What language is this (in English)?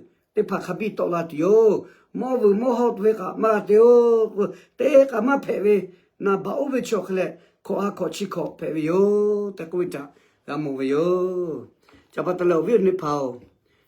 Lahu